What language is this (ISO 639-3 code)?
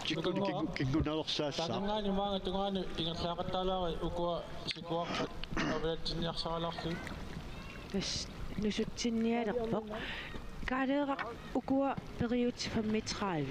kal